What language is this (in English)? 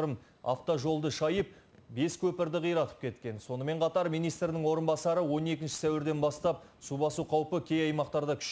Kazakh